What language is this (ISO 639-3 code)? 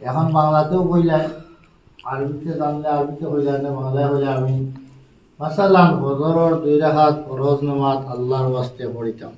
syl